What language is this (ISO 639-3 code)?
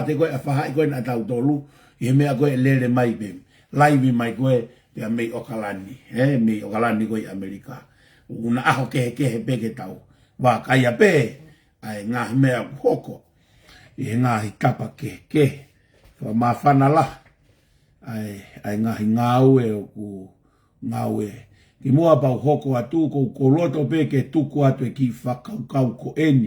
ton